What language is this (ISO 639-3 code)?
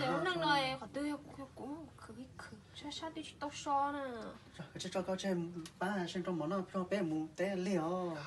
hmn